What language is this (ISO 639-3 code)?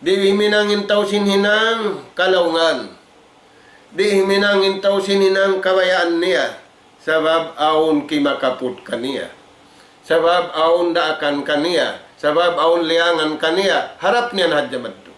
tsg